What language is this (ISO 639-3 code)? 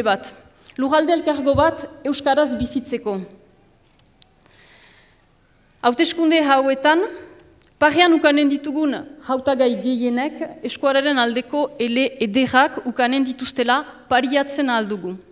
eus